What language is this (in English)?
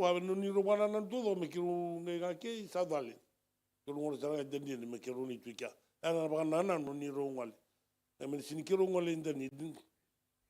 Fijian